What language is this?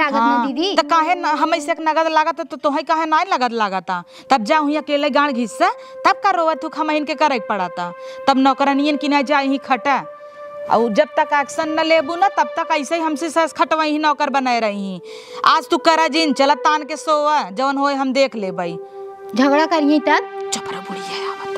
Awadhi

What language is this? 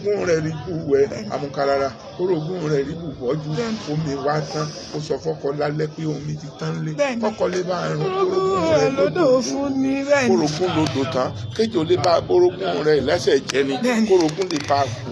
Yoruba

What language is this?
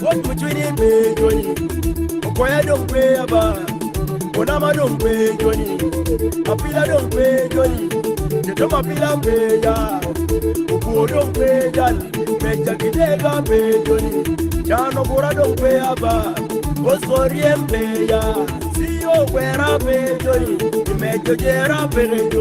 Acoli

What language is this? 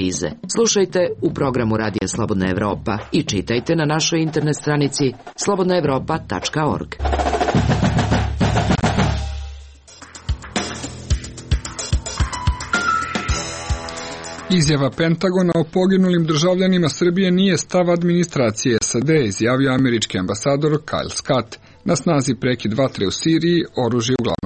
Serbian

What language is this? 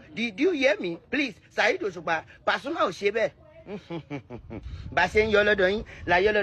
Yoruba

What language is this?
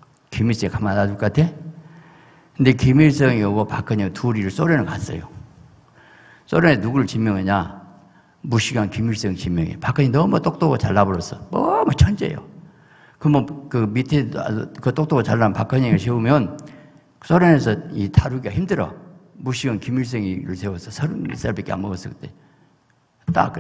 Korean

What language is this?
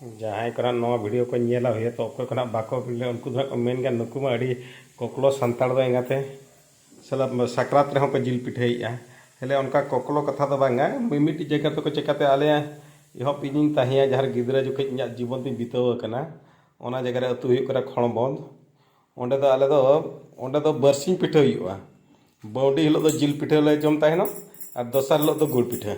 Santali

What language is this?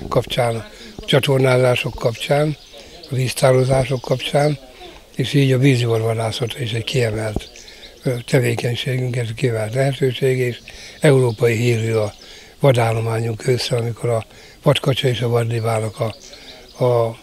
Hungarian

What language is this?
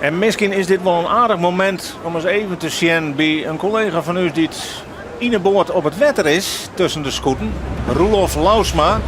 Western Frisian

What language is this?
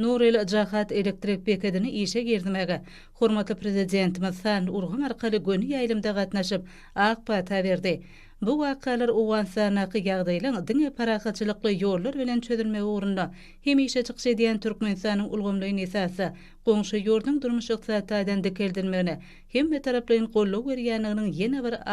Turkmen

